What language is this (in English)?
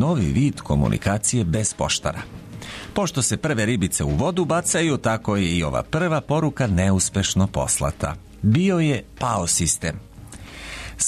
Serbian